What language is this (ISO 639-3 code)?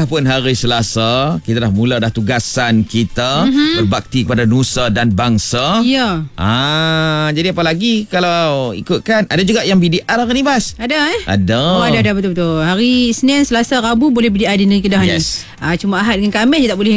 msa